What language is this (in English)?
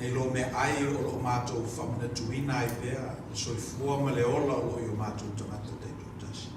Samoan